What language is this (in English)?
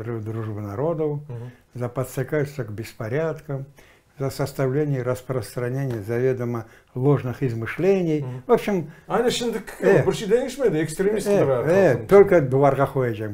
Crimean Tatar